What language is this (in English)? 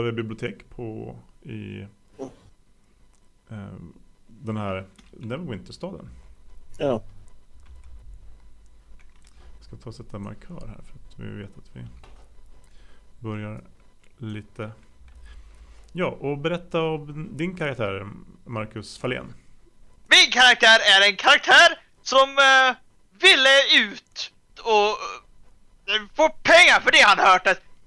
Swedish